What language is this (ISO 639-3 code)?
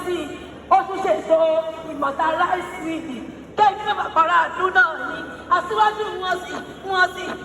yor